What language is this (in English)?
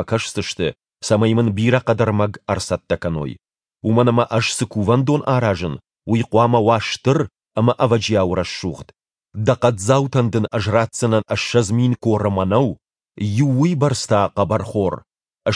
Ossetic